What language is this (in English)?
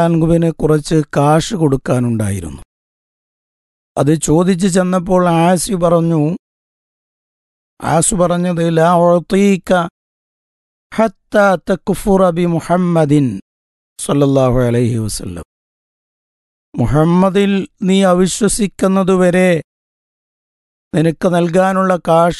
Malayalam